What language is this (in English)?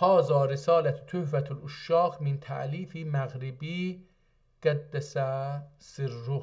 South Azerbaijani